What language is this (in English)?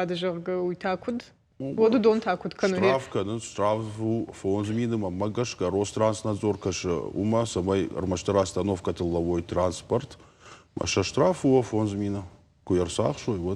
Ossetic